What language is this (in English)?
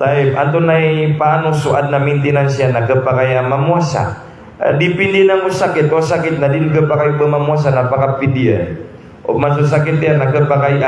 Maranao